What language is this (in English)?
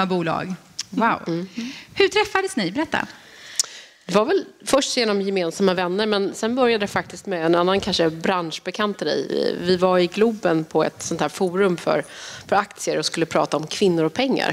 Swedish